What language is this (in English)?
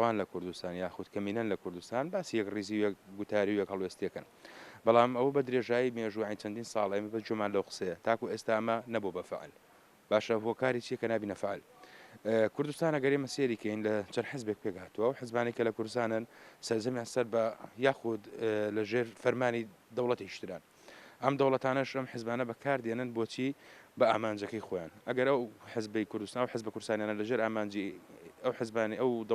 Central Kurdish